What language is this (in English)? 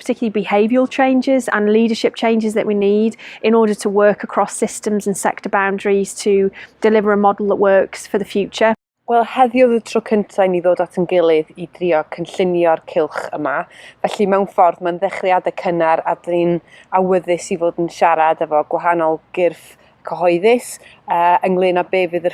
Welsh